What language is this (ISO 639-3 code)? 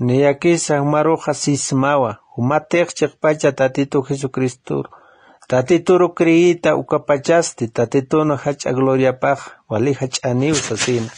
aym